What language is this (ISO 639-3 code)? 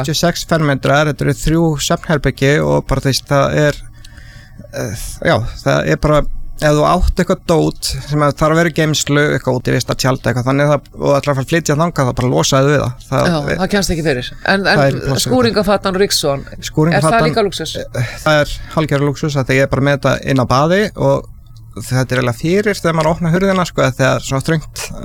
isl